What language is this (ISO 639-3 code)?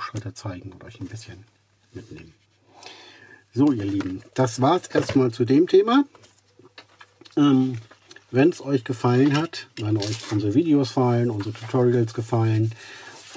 deu